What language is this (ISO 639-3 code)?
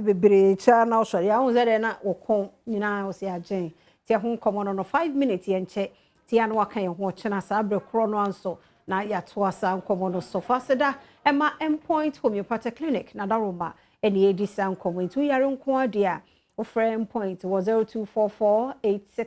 aka